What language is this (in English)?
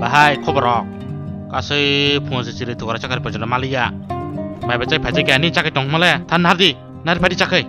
Kok Borok